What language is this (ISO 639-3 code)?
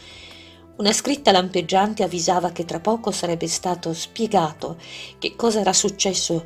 ita